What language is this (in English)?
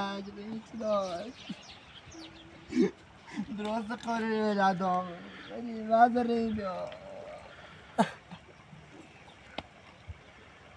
Persian